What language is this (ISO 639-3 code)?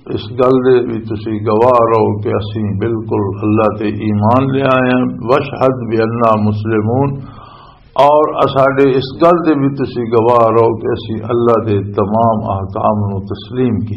lah